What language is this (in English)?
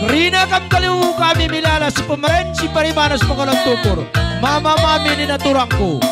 Batak Karo